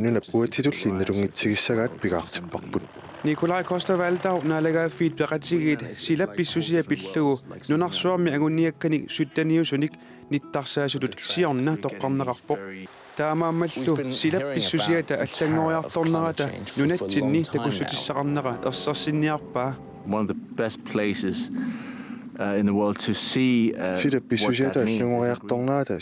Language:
Kalaallisut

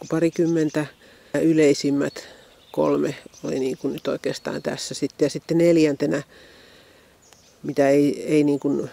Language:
Finnish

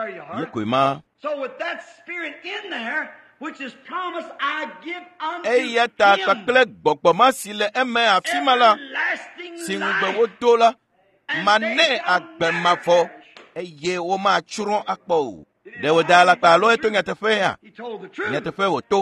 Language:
Ewe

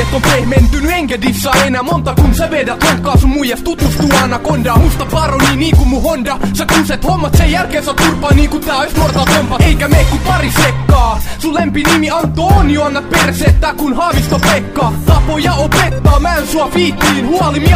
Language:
Finnish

